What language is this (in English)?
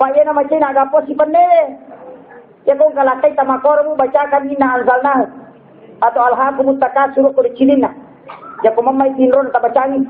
Buginese